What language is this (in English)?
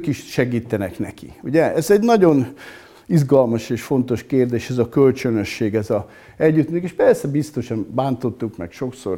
Hungarian